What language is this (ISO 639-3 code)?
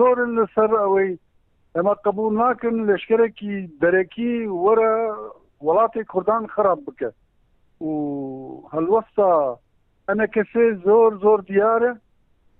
kur